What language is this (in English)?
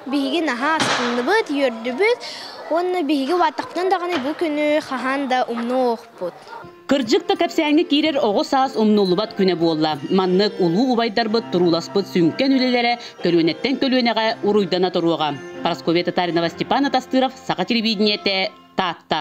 Yakut